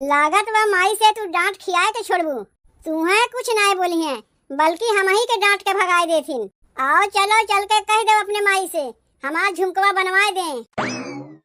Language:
Awadhi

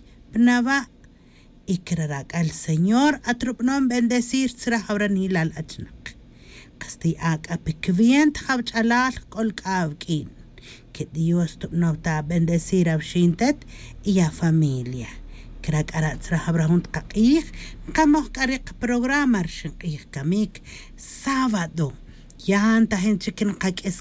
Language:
Tz'utujil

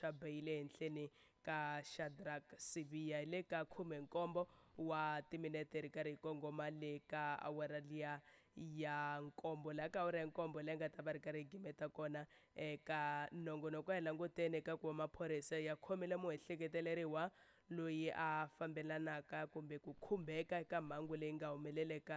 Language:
Tsonga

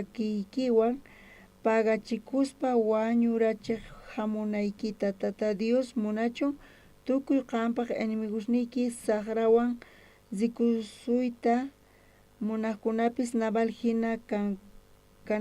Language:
South Bolivian Quechua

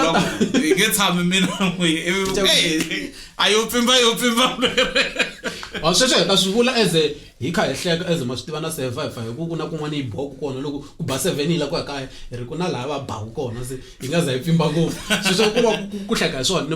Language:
Tsonga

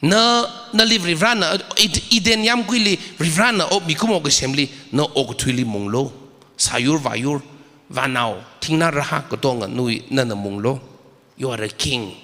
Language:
Tangkhul Naga (India)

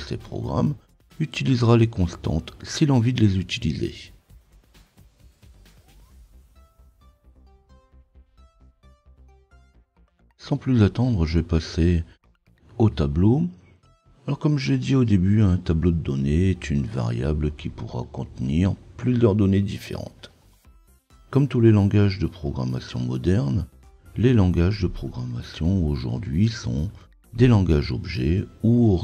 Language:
French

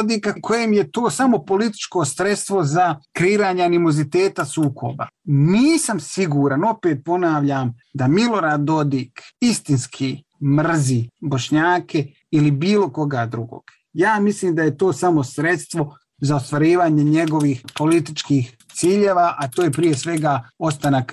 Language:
Bosnian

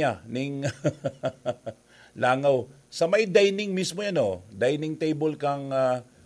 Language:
Bikol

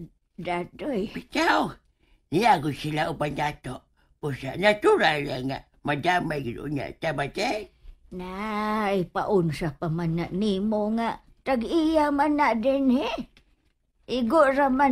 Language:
Cebuano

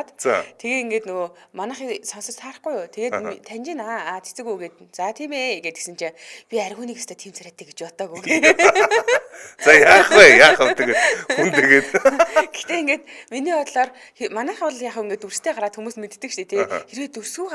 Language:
Mongolian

